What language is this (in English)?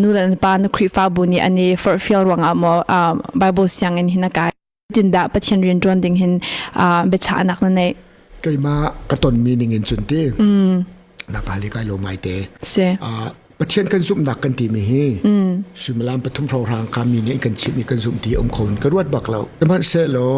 Hakha Chin